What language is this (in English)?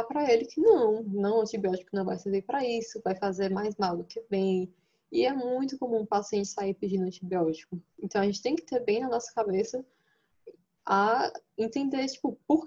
Portuguese